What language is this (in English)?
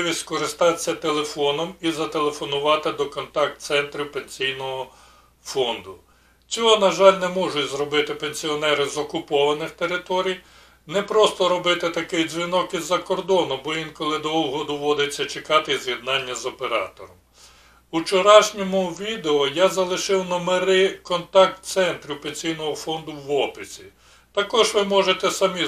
Ukrainian